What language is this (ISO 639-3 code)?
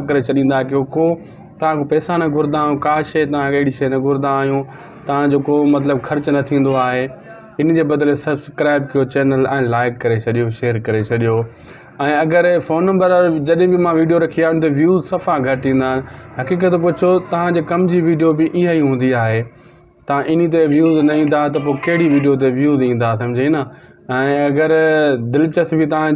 snd